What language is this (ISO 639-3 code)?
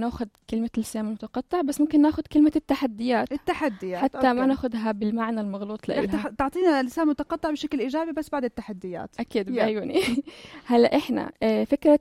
apc